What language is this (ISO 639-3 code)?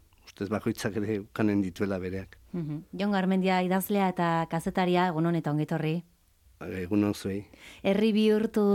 eus